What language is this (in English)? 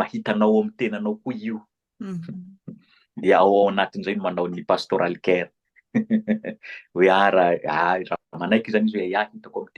Malagasy